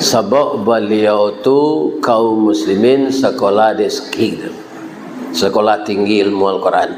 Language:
Minangkabau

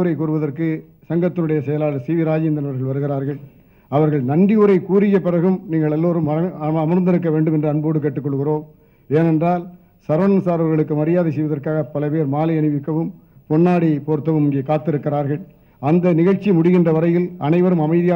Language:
Tamil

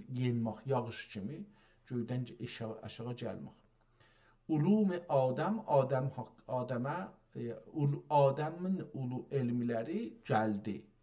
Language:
South Azerbaijani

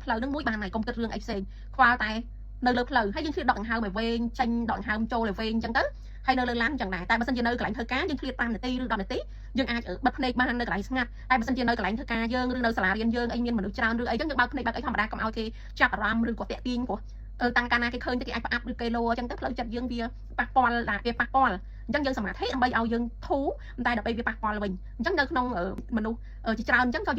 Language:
Khmer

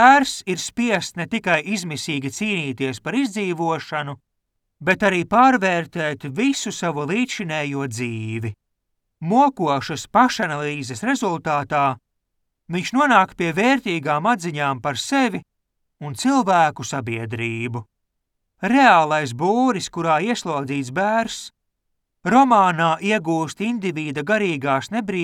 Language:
Latvian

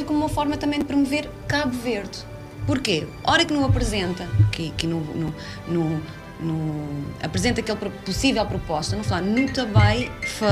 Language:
Kabuverdianu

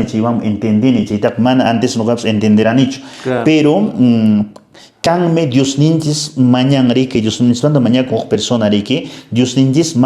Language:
Quechua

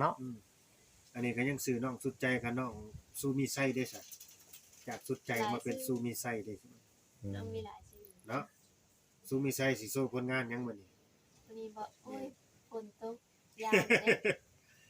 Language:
Northeastern Thai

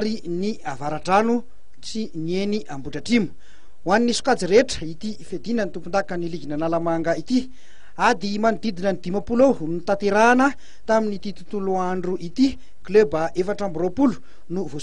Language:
Malagasy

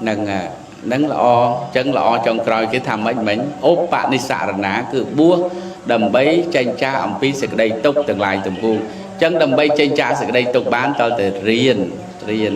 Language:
Khmer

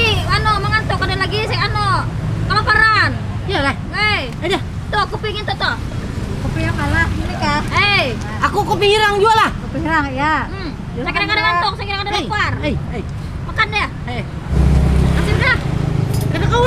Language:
Banjar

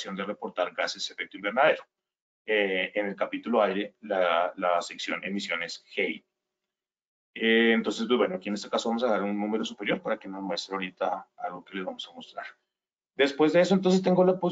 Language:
Spanish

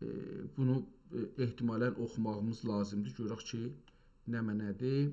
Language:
South Azerbaijani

